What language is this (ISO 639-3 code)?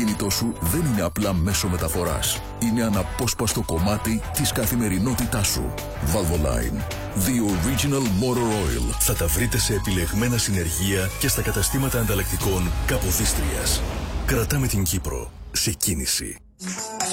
ell